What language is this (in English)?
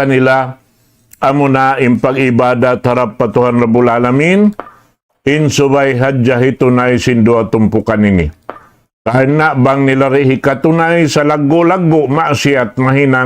Tausug